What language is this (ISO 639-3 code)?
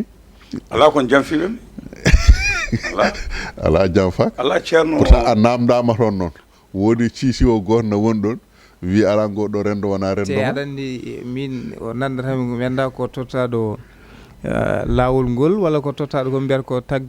ful